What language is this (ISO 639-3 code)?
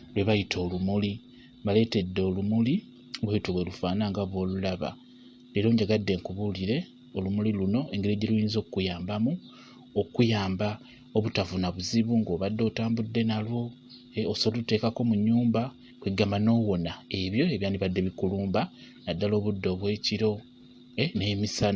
lug